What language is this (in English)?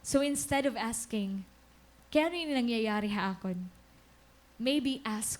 Waray